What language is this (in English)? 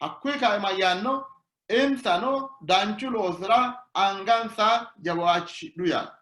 Sidamo